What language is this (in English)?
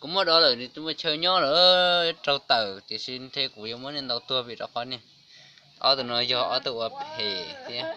Hmong